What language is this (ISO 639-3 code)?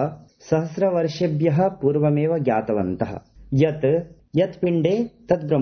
san